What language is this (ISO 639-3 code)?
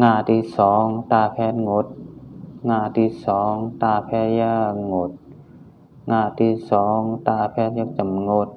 shn